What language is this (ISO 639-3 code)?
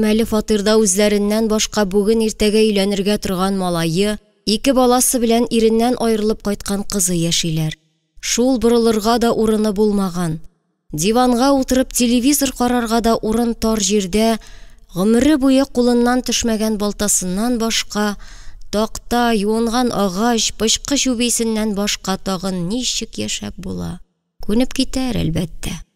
tat